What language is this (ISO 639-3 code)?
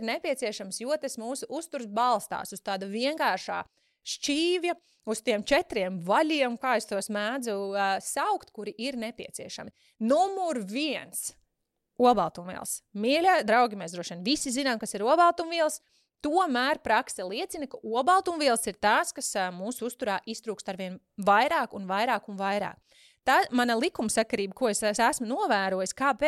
lav